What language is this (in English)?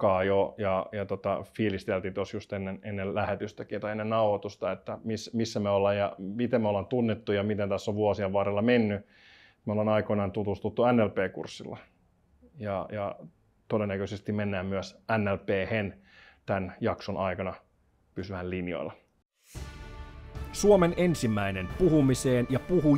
Finnish